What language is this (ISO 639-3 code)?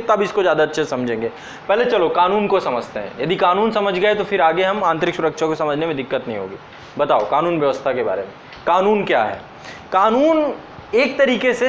hin